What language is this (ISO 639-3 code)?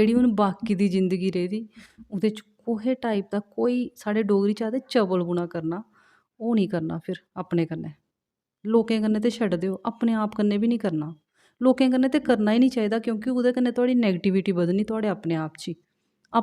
doi